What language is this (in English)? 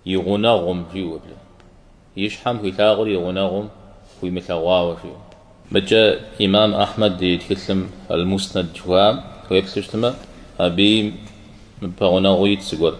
Kabardian